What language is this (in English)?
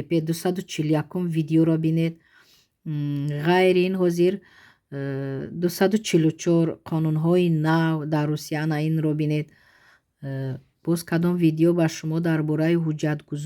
Tajik